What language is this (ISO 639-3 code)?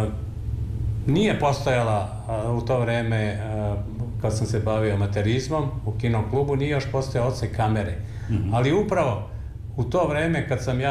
srp